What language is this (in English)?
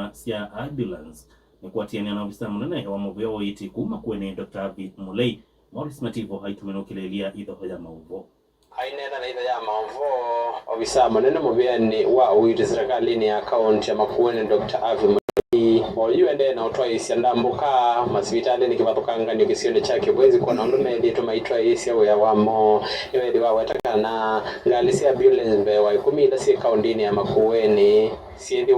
Kamba